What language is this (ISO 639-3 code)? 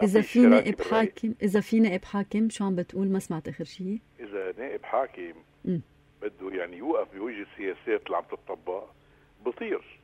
apc